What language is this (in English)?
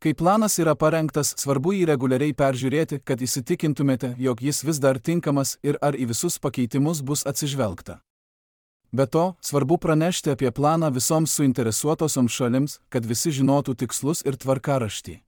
Lithuanian